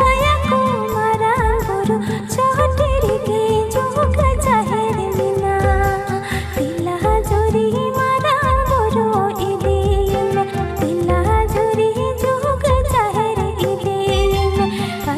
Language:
Santali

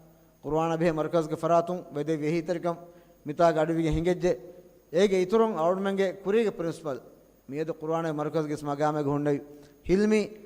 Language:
Divehi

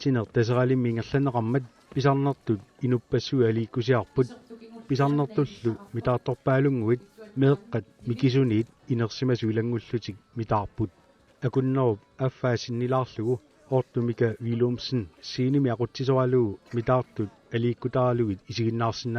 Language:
Kalaallisut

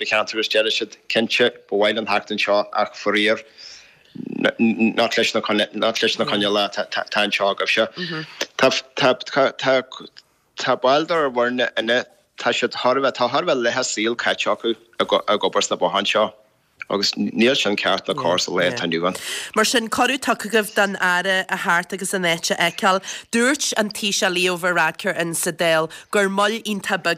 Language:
Irish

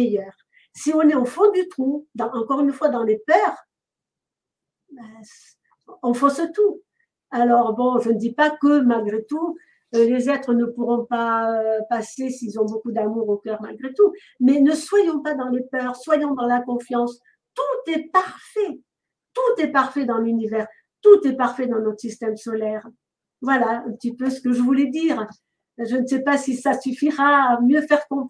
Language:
French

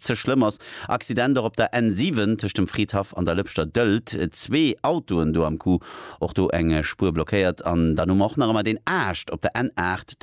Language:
Luxembourgish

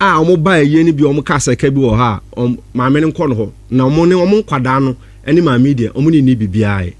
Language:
Akan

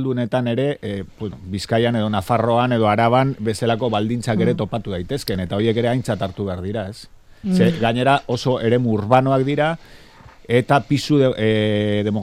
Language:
Basque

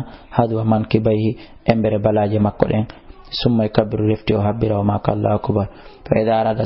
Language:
Fula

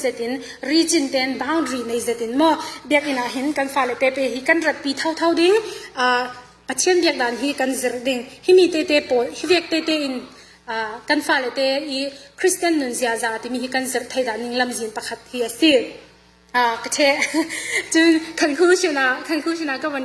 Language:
Falam Chin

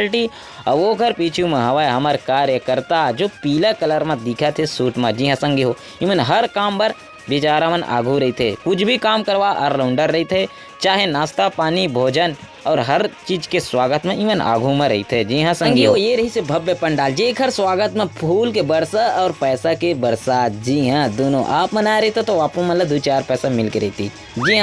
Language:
Chhattisgarhi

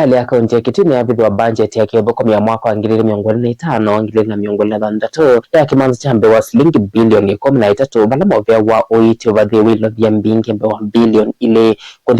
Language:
Kamba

